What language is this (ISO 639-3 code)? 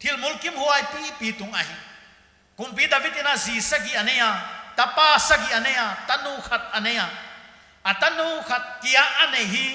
pck